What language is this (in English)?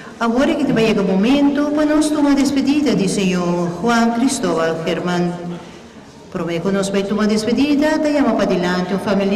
Papiamento